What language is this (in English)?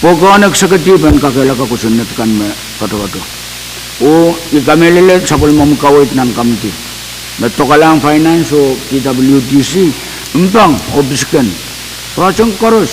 Pohnpeian